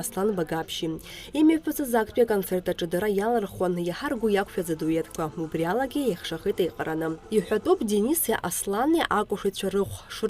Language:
Abkhazian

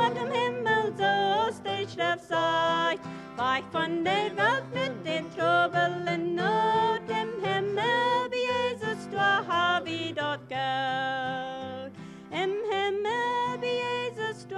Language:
Plautdietsch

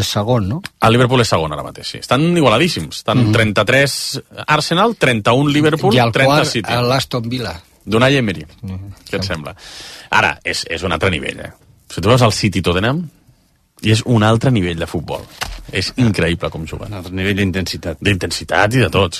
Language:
Catalan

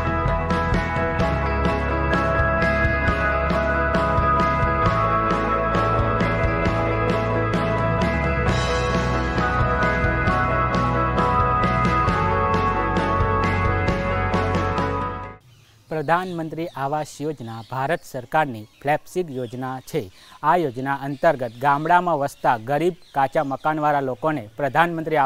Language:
Gujarati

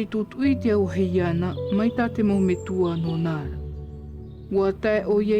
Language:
Tahitian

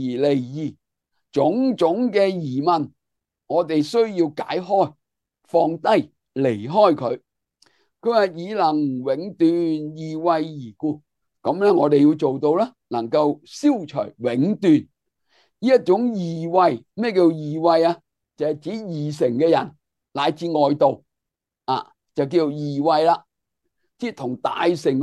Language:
Cantonese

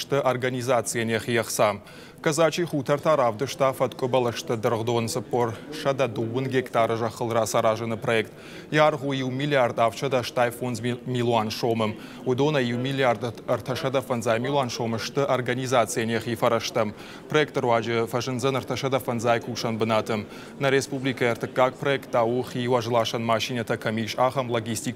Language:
Ossetic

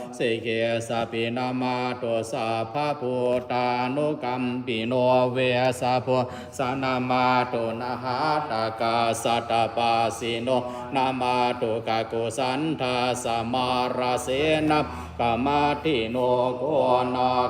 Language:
Pali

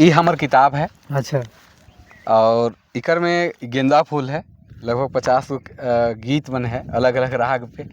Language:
Sadri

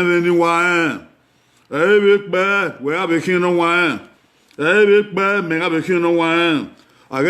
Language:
Bini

